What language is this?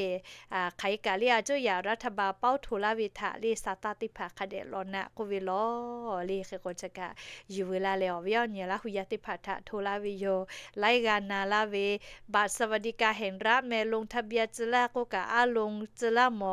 Lahu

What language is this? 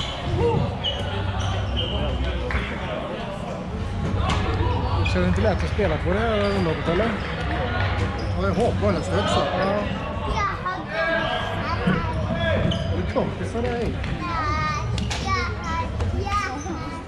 Swedish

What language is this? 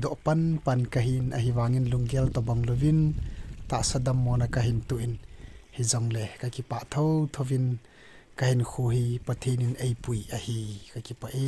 Thado Chin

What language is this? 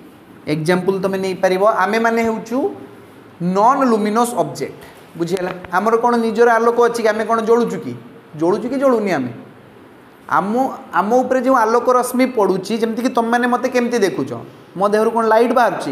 Odia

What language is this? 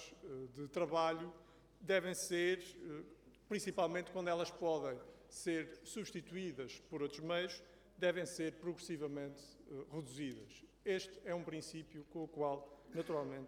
Portuguese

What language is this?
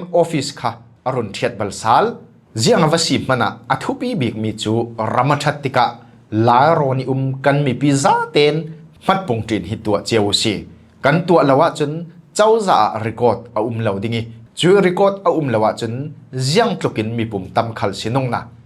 Falam Chin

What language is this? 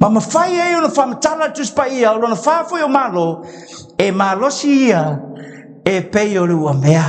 Samoan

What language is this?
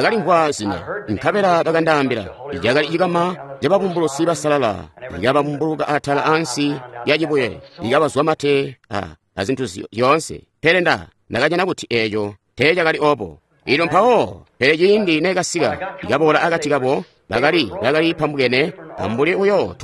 Tonga (Zambia)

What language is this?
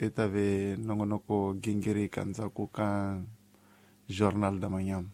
Tsonga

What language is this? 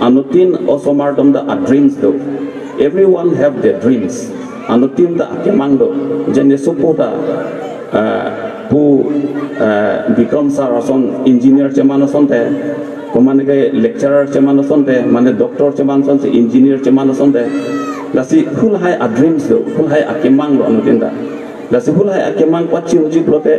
Karbi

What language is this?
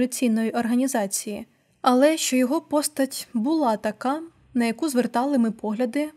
Ukrainian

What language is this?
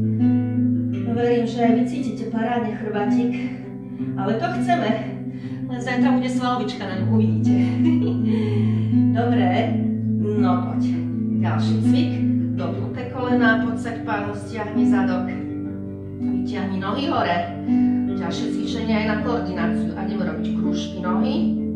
Slovak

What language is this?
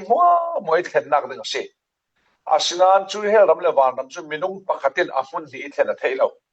Falam Chin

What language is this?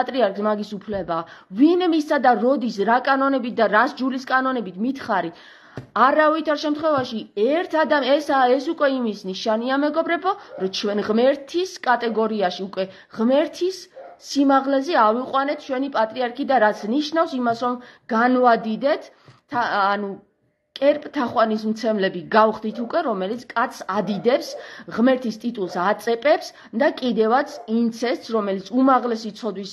Georgian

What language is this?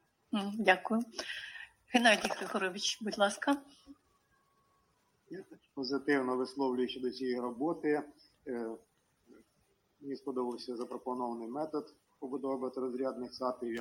Ukrainian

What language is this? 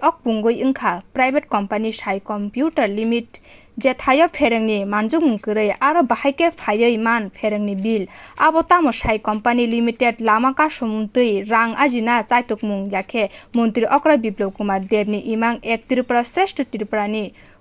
Kok Borok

